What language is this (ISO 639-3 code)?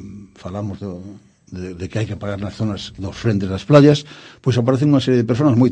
glg